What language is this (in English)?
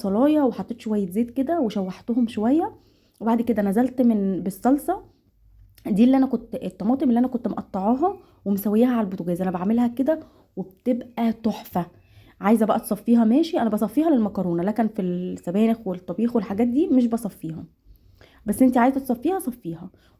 Egyptian Arabic